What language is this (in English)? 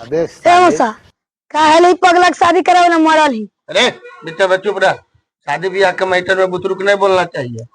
Magahi